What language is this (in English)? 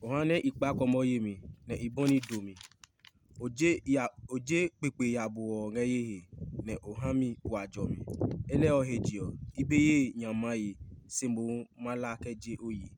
Adangme